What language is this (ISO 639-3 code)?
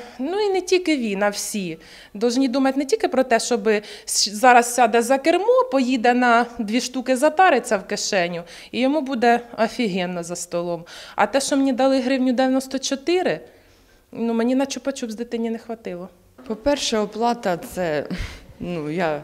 ukr